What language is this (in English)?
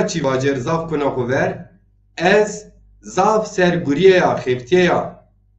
Zaza